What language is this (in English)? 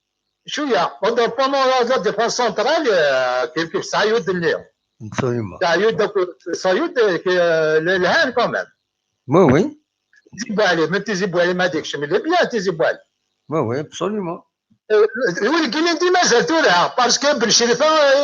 Kabyle